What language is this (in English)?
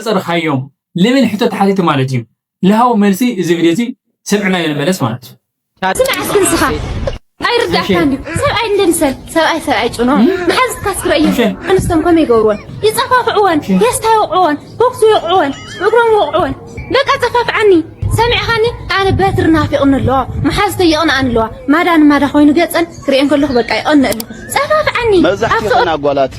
Tigrinya